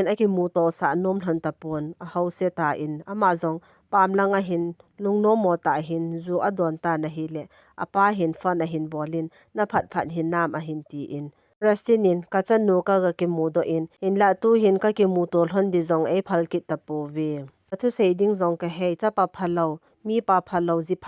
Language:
Thado Chin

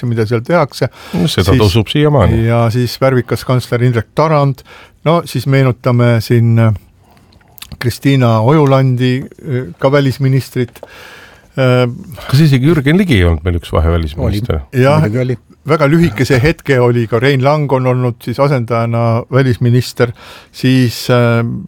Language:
Estonian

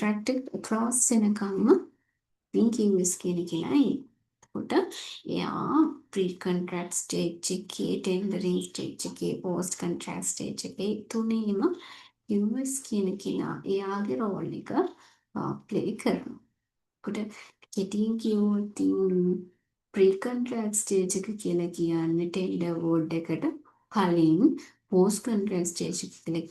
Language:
Sinhala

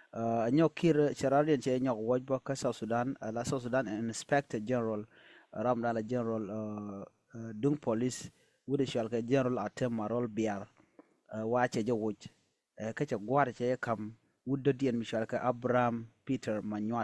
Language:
Nuer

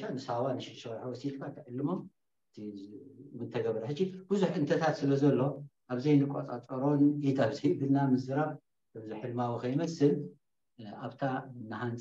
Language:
Tigrinya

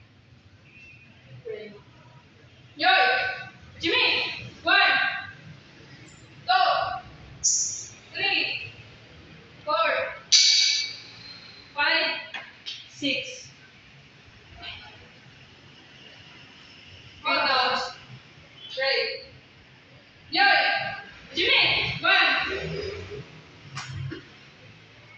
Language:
English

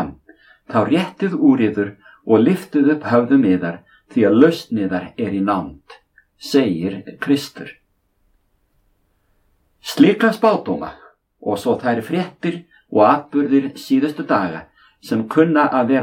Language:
Icelandic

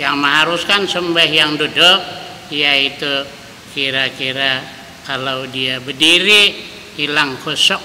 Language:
Banjar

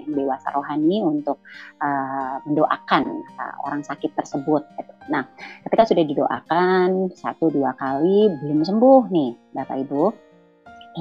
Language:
Indonesian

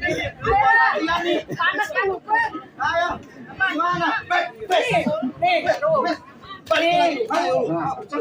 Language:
Betawi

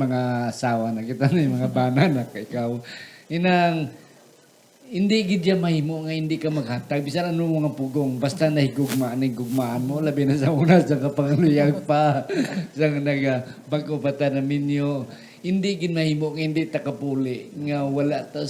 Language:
Hiligaynon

